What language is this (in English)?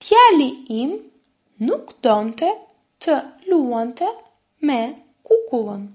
Albanian